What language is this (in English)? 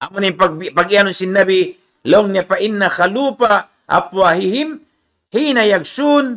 Tausug